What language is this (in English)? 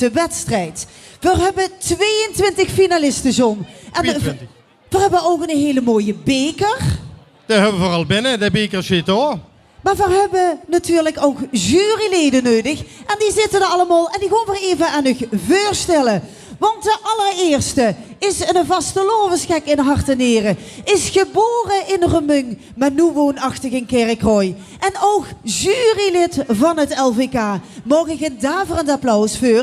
Limburgish